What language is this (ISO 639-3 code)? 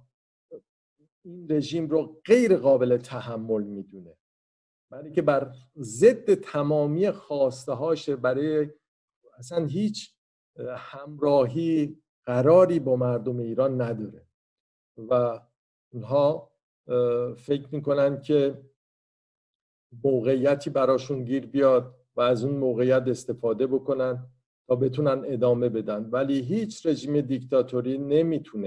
fas